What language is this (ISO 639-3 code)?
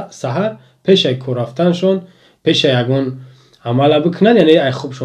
tgk